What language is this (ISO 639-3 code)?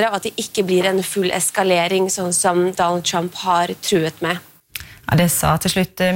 nor